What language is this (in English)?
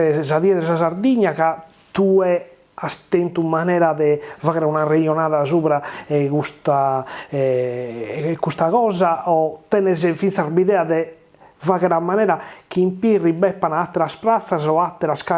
Sardinian